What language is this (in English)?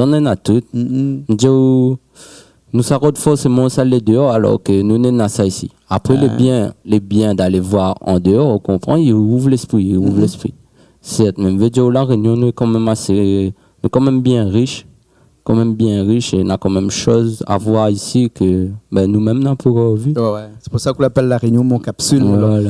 Réunion Creole French